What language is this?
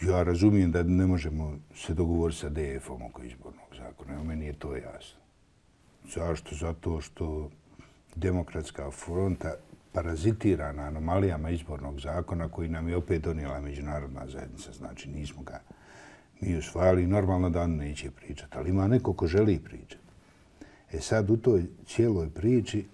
Bosnian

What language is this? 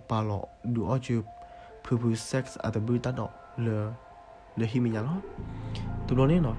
S'gaw Karen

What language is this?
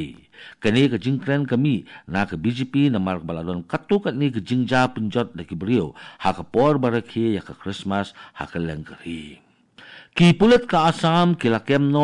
Khasi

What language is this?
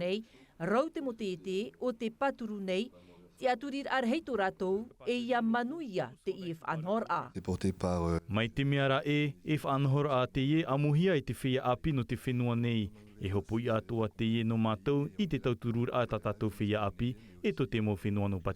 Tahitian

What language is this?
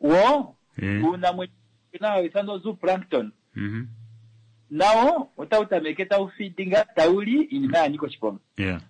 Kuanyama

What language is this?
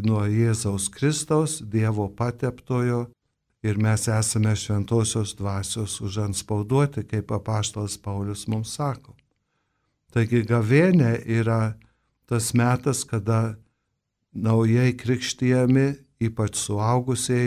Lithuanian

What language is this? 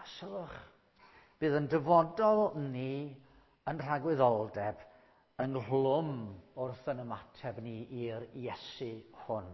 Welsh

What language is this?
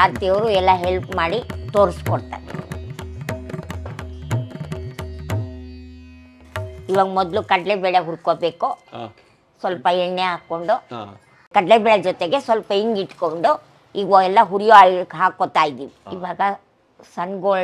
Kannada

